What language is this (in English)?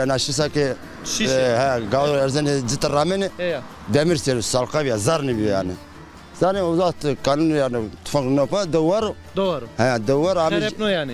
Zaza